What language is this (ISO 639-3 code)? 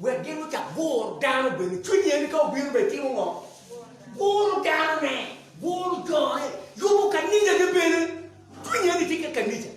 ach